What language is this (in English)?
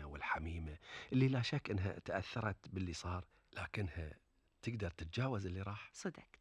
Gulf Arabic